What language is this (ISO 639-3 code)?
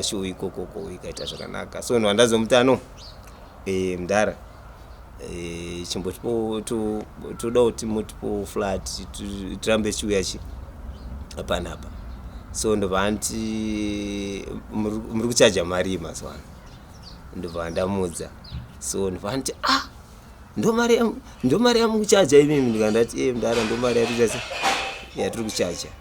sna